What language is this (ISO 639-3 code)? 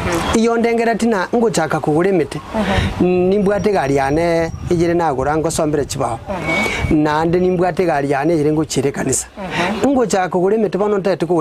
guz